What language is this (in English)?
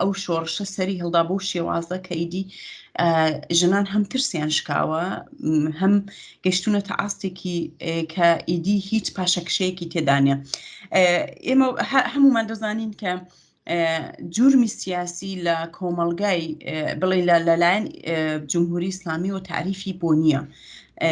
Central Kurdish